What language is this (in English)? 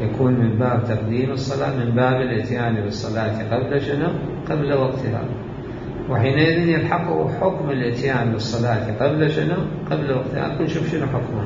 Mesopotamian Arabic